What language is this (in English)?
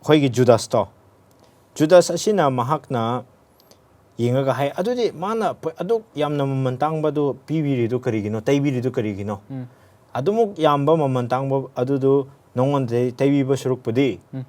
Manipuri